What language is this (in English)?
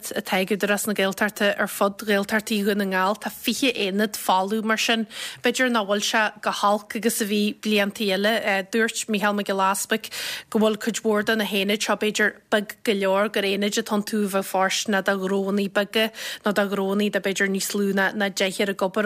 Irish